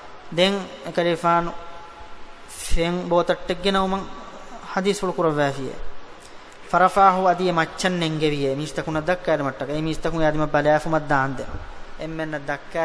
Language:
Divehi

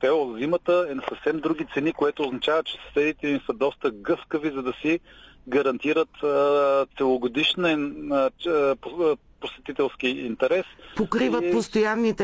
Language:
Bulgarian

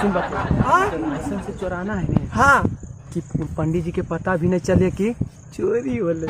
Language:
Magahi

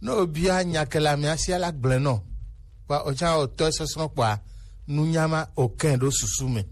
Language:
Gen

